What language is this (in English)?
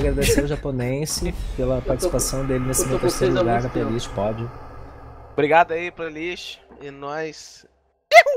Portuguese